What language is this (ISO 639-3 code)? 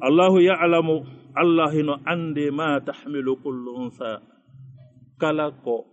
ful